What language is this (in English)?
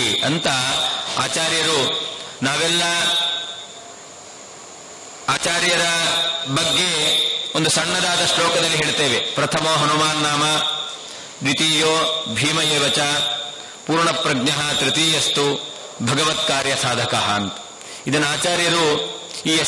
Kannada